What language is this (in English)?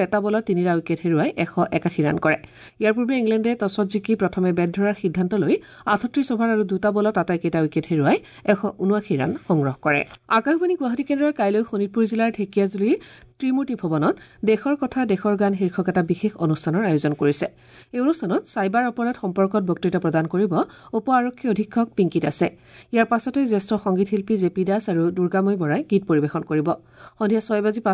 Assamese